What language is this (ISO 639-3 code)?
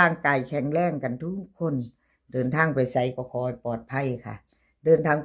tts